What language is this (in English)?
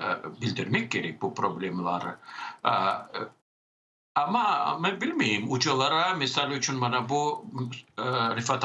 Crimean Tatar